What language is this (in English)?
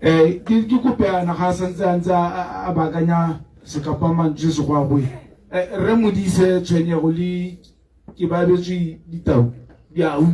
Tswana